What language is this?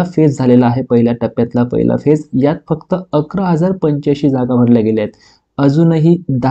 Marathi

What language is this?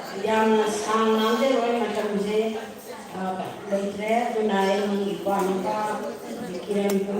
Manipuri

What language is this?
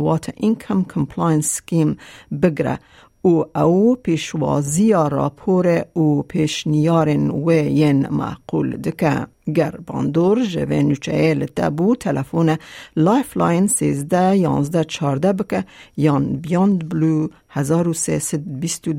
Kurdish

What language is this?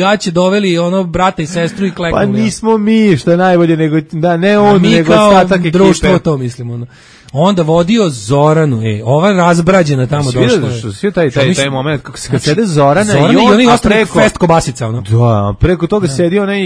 Serbian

